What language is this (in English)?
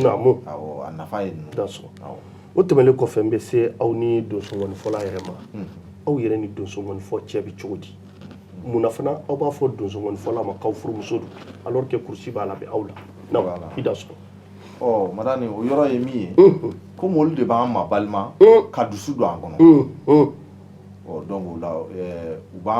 Bambara